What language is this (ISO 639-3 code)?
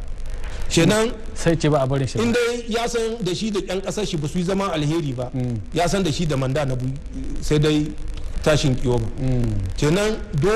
hau